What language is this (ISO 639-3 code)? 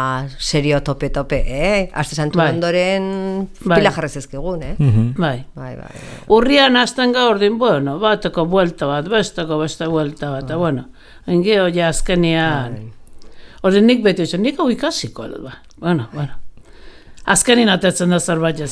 eus